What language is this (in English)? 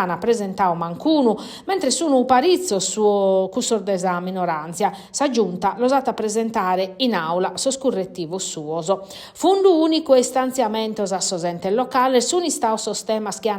Sardinian